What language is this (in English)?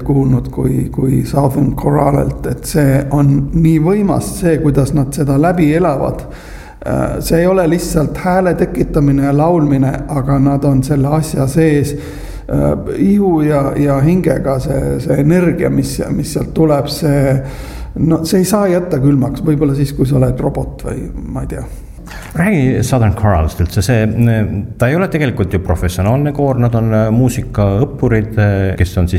Estonian